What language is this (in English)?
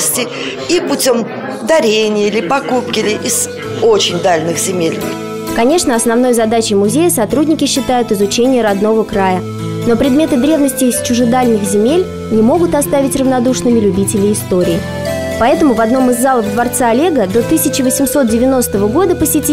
Russian